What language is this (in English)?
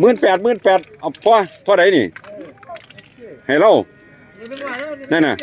Northeastern Thai